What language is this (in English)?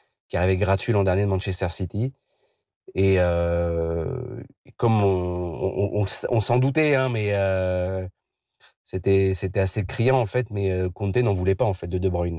French